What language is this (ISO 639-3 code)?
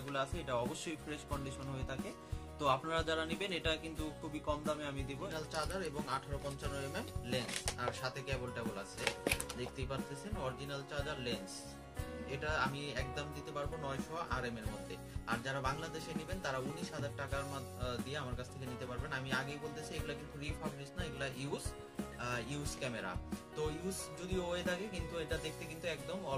ben